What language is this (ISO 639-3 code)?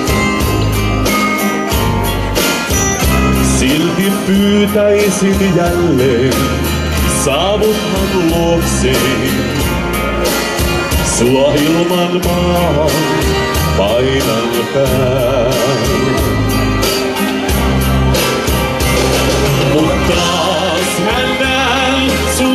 fin